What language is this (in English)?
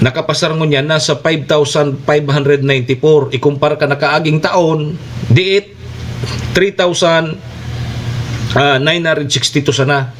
Bikol